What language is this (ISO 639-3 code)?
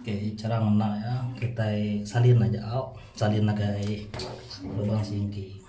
iba